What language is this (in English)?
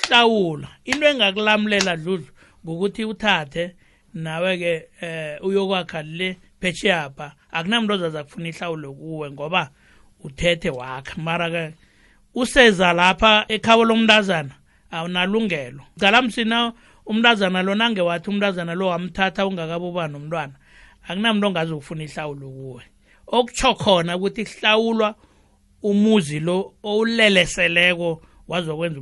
South Ndebele